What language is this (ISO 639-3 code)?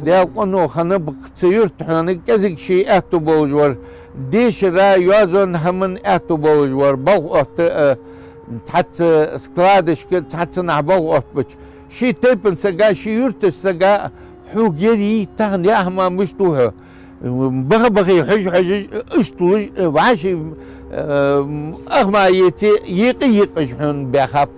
inh